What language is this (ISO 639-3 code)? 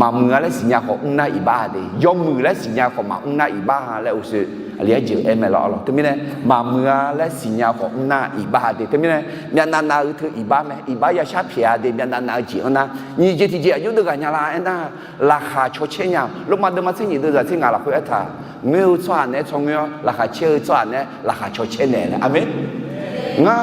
ahk